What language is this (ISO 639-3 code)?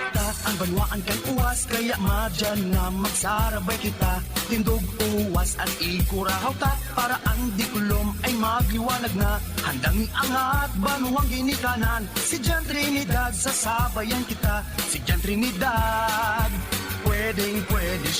bik